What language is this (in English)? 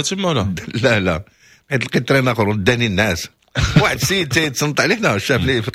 Moroccan Arabic